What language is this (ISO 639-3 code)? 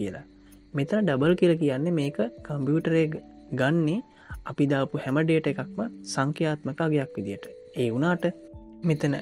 sin